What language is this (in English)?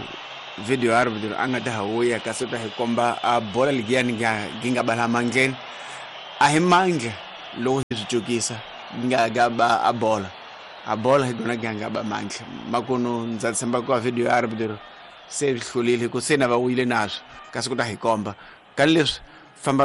Tsonga